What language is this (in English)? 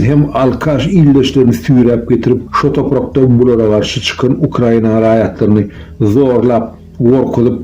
Turkmen